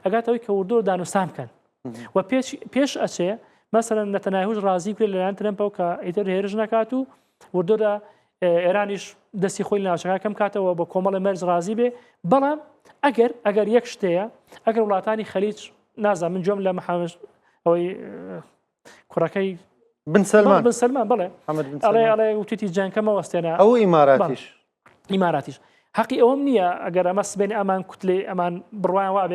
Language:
Central Kurdish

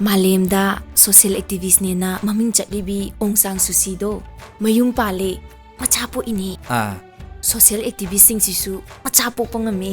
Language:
Manipuri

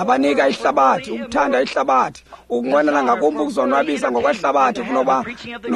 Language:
Xhosa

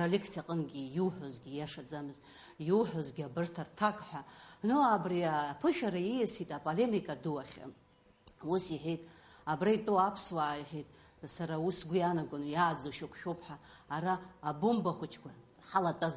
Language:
Abkhazian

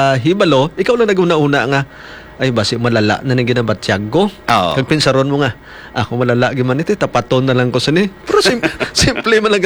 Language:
Hiligaynon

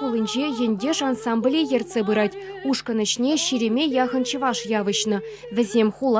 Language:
Chuvash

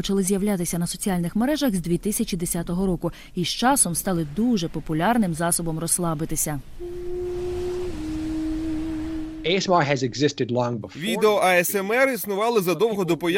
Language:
Ukrainian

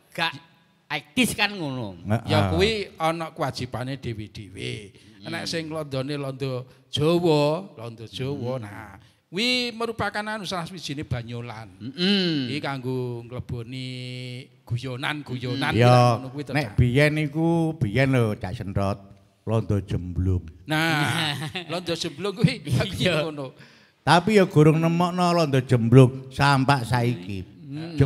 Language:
Javanese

